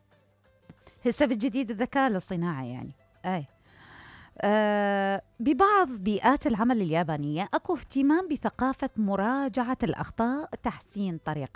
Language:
Mesopotamian Arabic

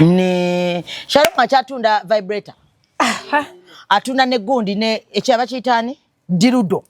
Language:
Ganda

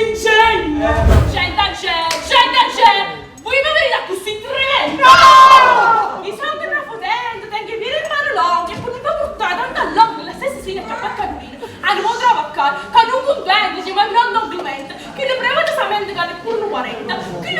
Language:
Neapolitan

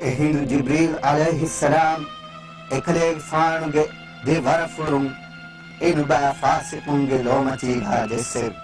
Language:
Divehi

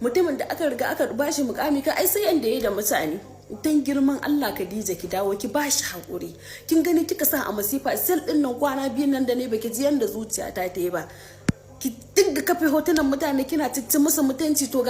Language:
Hausa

